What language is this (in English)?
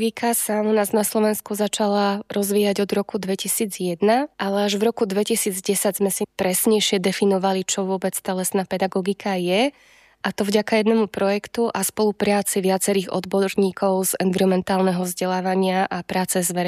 Slovak